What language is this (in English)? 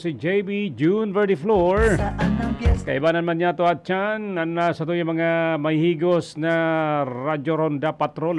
Bikol